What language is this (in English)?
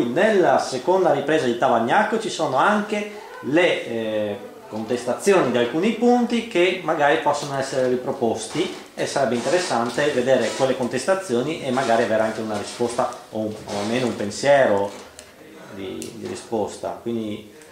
Italian